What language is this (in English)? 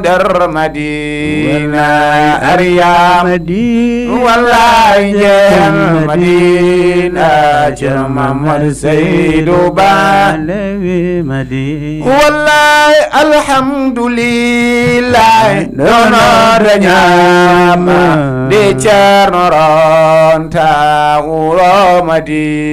Fula